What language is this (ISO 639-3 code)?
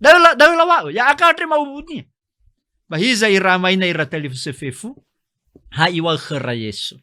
nia